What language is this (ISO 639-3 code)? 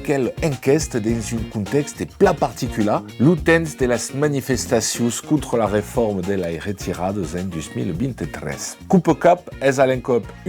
oci